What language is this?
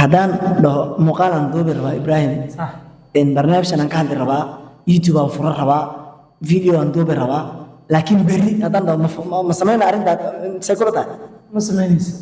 Somali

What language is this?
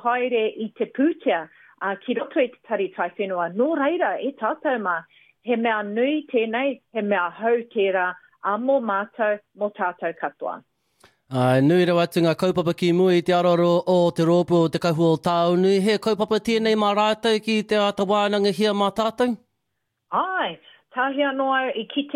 Māori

